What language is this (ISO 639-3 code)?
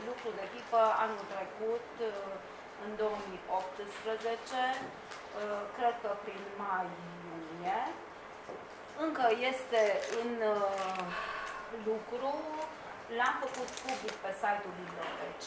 ron